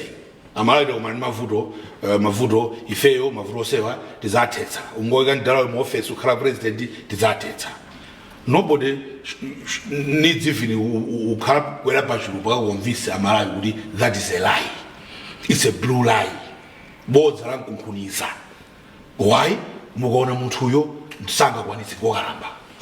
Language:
Nyanja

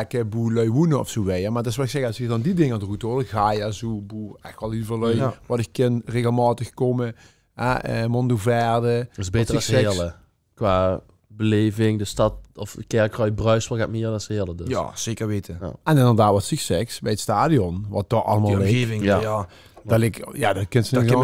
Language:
Limburgish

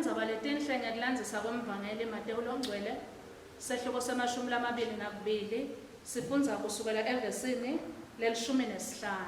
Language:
Swati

